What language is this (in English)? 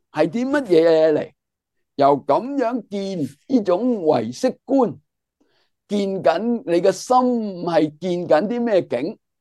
Cantonese